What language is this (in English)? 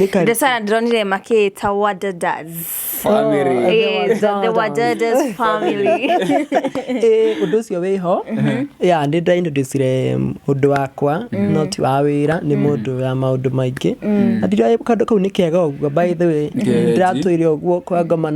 Kikuyu